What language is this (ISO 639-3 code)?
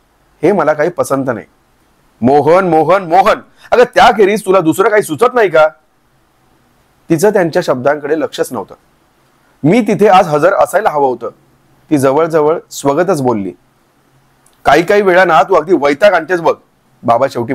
mar